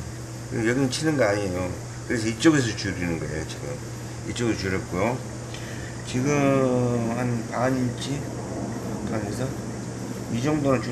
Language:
Korean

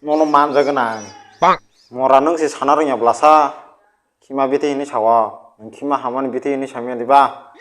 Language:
Kok Borok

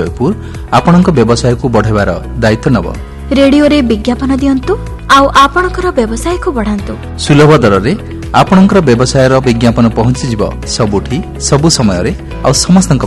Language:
Odia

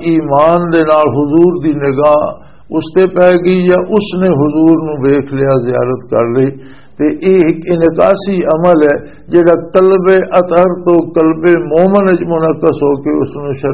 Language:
Western Panjabi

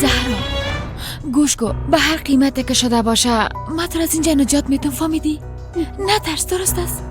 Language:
Persian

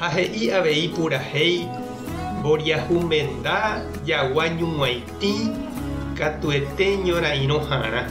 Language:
Guarani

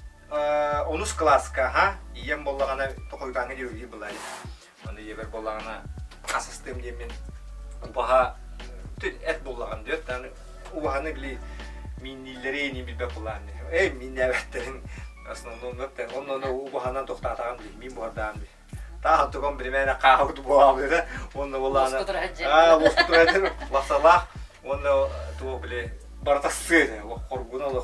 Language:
Yakut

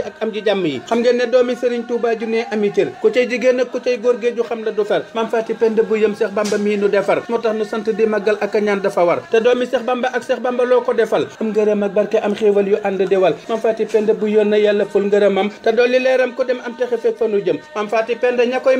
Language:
Wolof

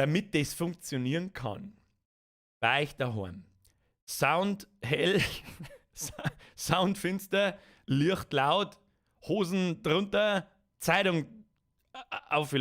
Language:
Bavarian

